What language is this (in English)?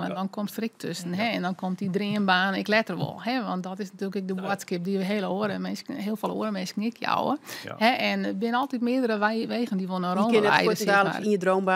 Western Frisian